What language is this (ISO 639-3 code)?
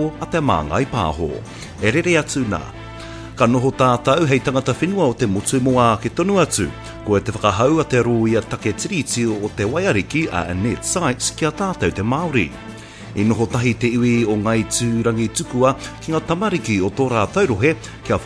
mri